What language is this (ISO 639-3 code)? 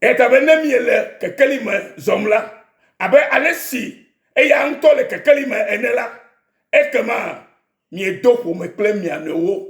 ewe